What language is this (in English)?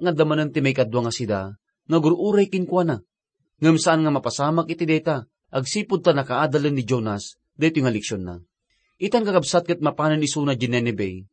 Iloko